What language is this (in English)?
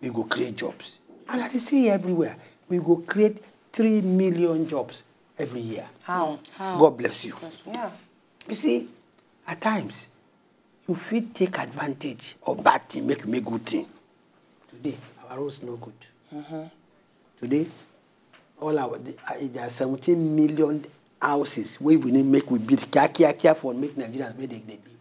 Nigerian Pidgin